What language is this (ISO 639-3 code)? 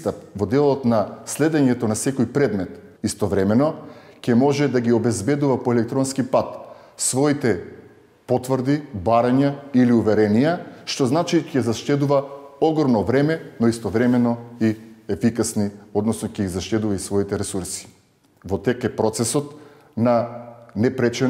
mkd